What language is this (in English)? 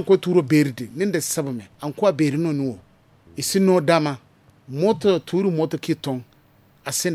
Zarma